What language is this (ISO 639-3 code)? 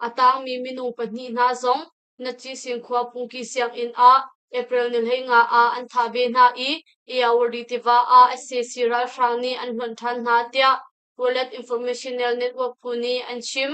cnh